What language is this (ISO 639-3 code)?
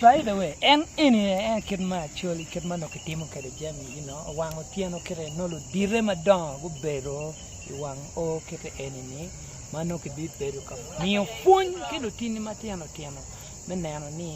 ach